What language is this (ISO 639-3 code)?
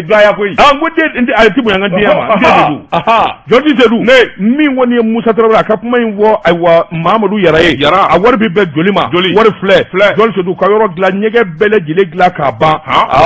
bam